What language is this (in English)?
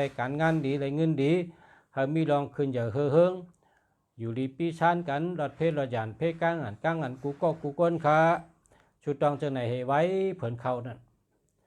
Shan